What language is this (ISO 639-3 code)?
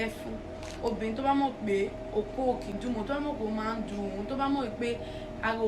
yor